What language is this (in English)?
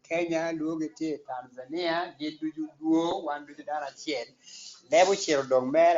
Acoli